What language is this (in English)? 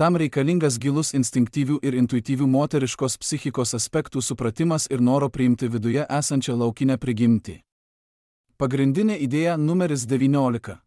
Lithuanian